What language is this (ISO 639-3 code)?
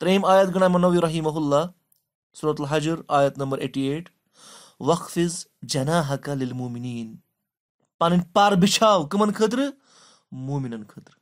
kas